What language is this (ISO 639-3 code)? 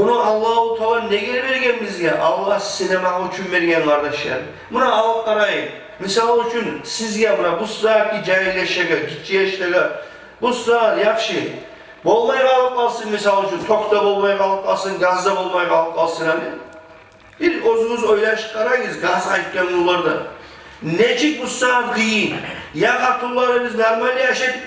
kum